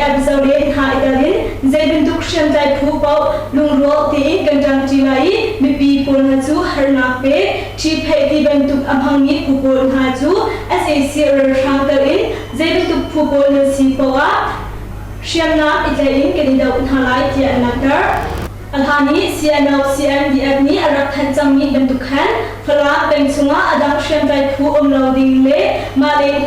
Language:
Hakha Chin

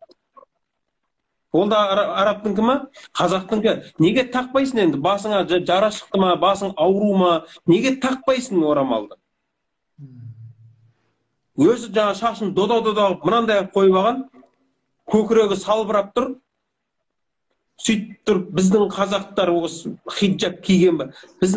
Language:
Kazakh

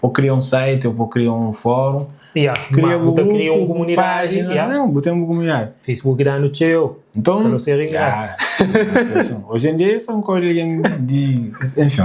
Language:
Kabuverdianu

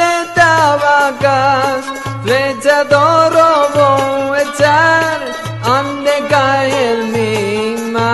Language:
Ladino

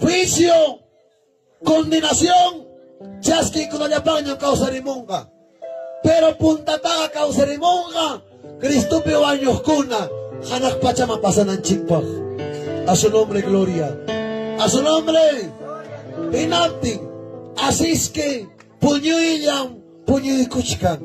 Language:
Ayacucho Quechua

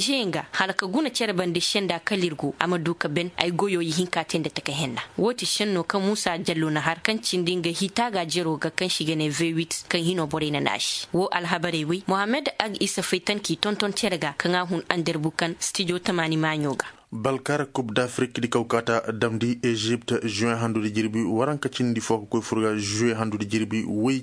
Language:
Koyraboro Senni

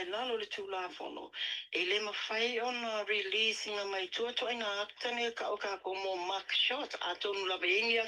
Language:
Samoan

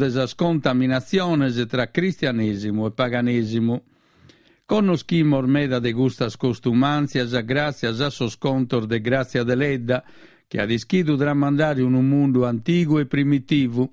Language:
Sardinian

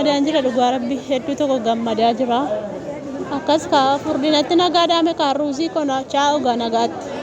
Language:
Oromo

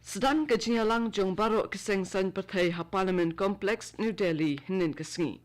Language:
Khasi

